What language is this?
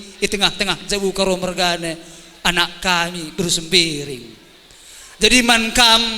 Batak Karo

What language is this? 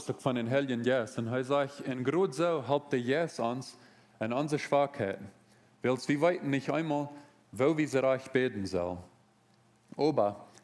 Plautdietsch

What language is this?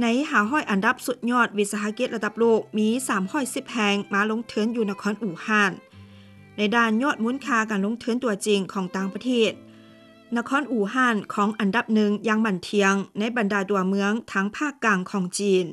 Lao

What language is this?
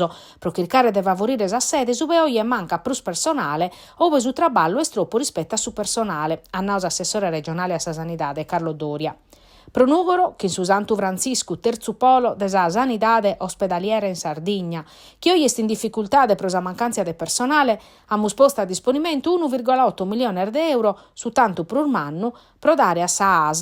Sardinian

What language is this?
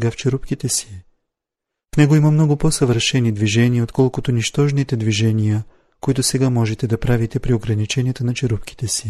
Bulgarian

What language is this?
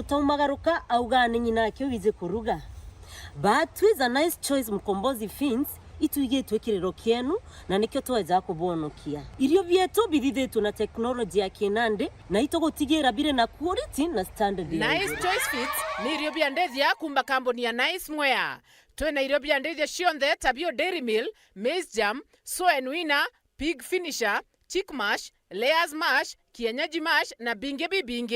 Meru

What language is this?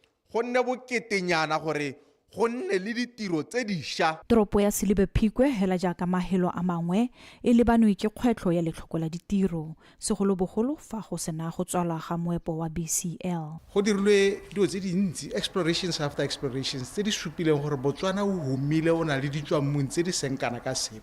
Tswana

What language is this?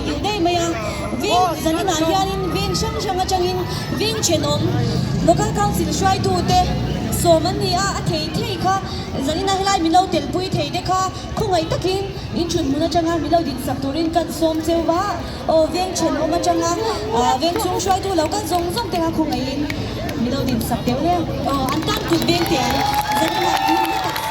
Mizo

